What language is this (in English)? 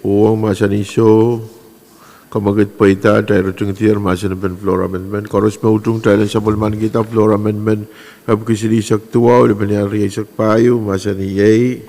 Pohnpeian